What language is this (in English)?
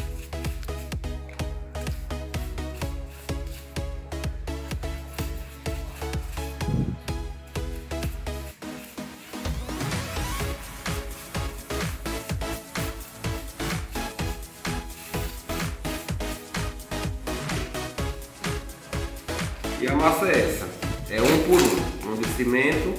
Portuguese